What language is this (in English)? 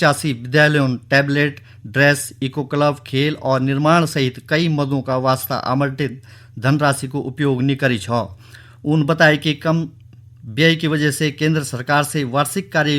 Garhwali